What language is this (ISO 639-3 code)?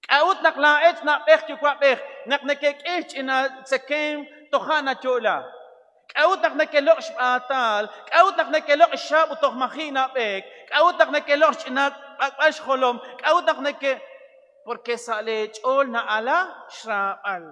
kek